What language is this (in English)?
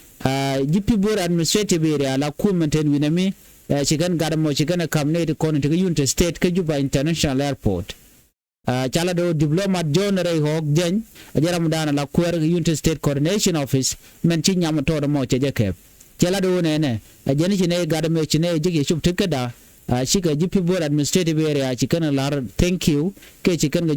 Nuer